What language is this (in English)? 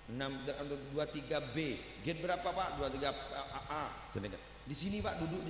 Madurese